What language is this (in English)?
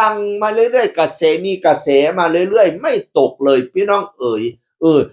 Northeastern Thai